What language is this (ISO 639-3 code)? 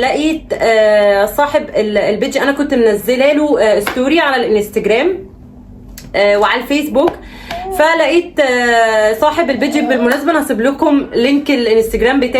arz